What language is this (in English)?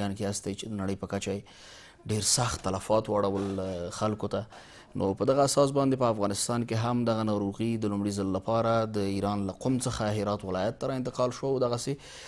Pashto